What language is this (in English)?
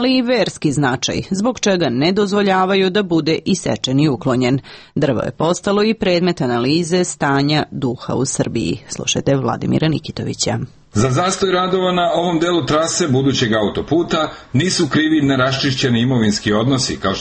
Serbian